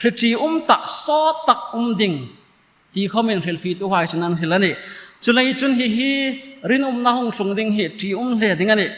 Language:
Hmar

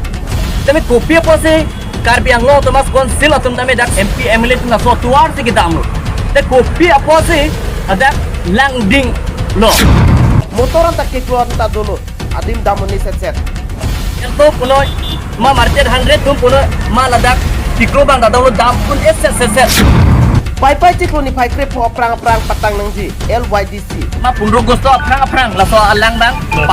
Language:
Karbi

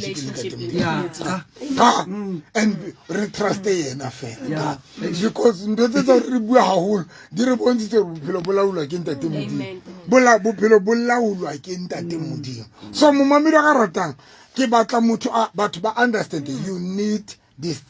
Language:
Southern Sotho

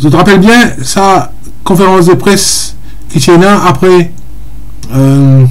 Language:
Morisyen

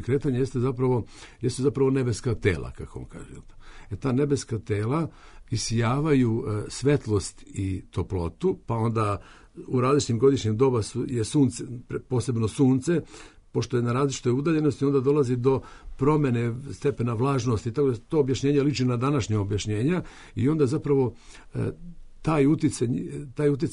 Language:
Serbian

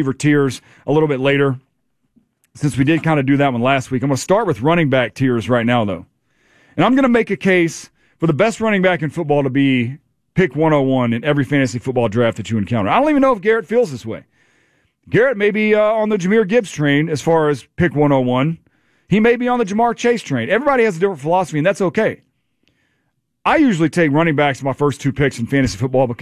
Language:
English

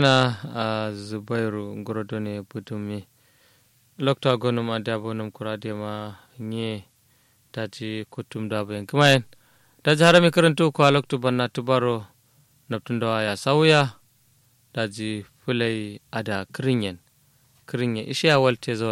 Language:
Kanuri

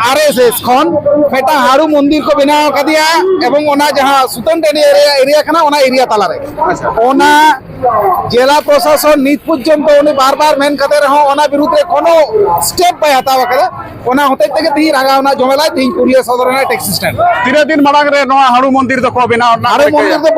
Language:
Santali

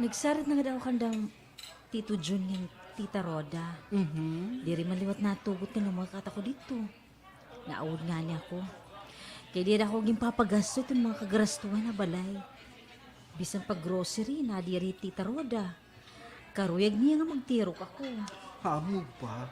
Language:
Waray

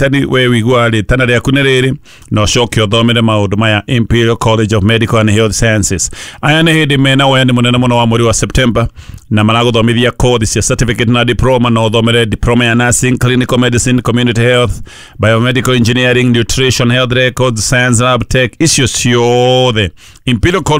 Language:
Kikuyu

